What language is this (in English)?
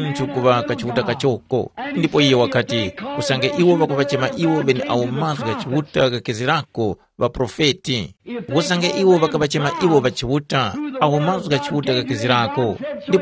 Tumbuka